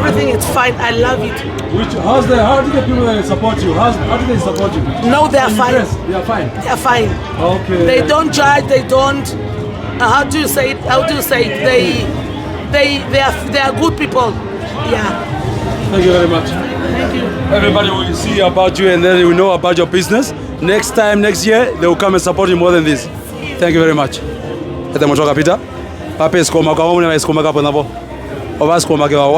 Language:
Herero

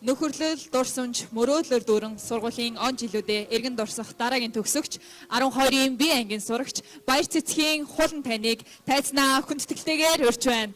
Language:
Mongolian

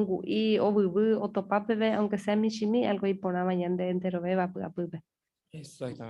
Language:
Guarani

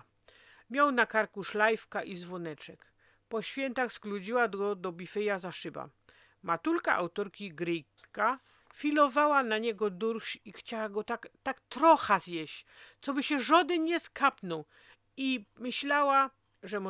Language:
Silesian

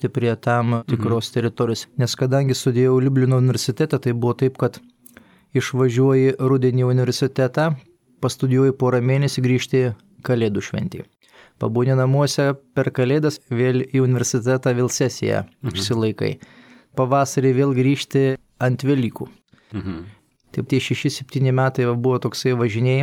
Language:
Lithuanian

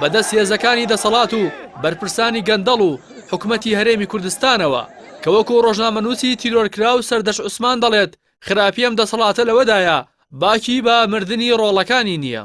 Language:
Central Kurdish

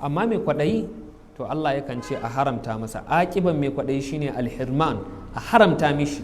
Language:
Hausa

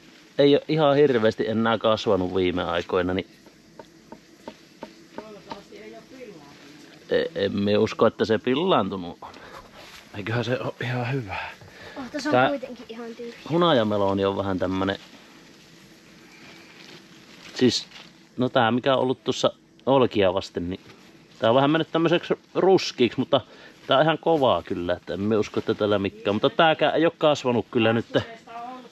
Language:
Finnish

